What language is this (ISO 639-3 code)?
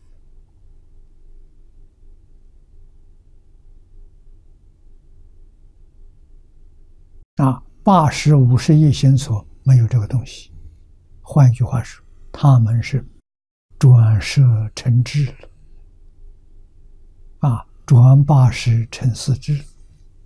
zho